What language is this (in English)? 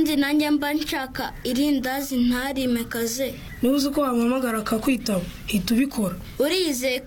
Kinyarwanda